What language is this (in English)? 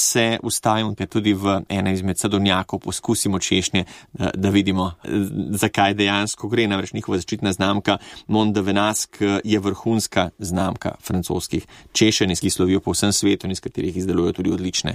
Slovenian